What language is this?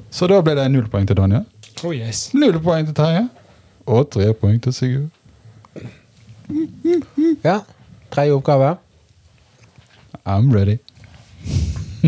Norwegian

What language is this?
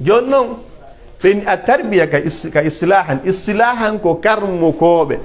Pular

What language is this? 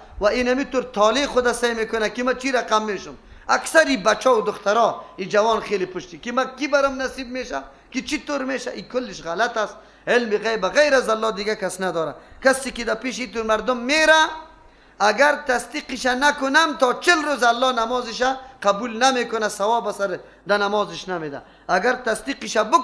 Persian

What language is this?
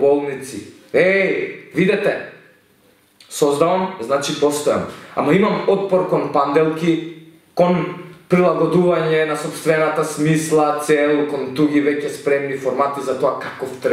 Macedonian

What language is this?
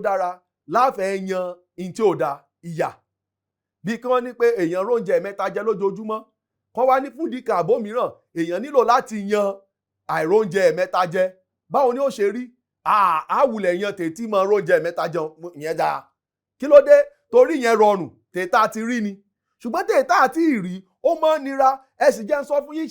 Yoruba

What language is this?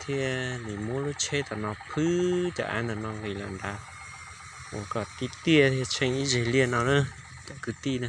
Hmong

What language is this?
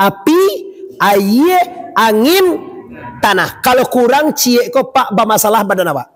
Minangkabau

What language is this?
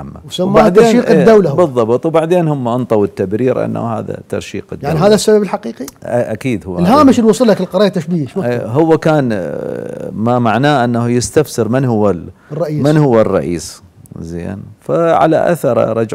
Mesopotamian Arabic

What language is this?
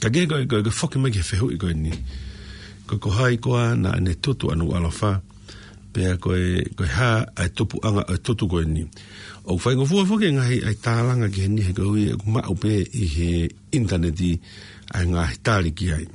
Tongan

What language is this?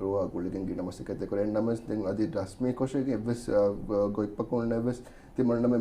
Divehi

